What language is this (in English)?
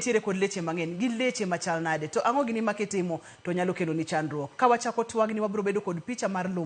Luo (Kenya and Tanzania)